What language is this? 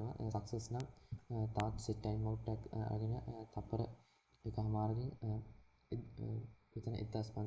Sinhala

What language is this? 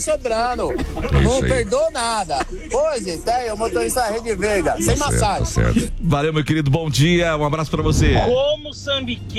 Portuguese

